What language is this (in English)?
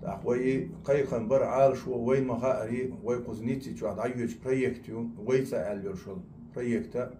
Chechen